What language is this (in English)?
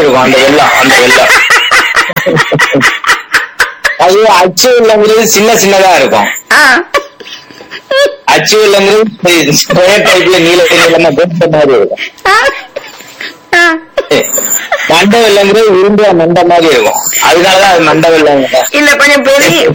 Tamil